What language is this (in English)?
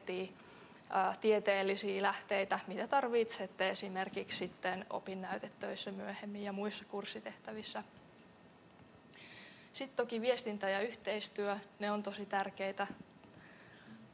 Finnish